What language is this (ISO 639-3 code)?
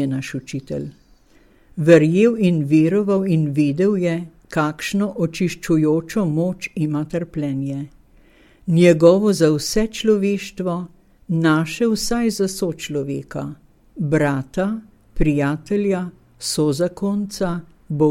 slv